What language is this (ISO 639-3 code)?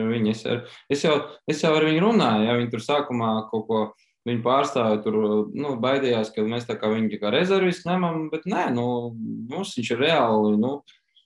lav